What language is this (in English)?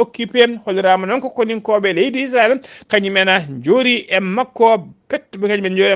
Fula